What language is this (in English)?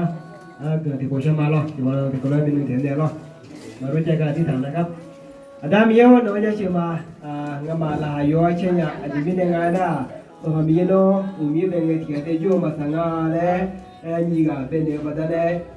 Akha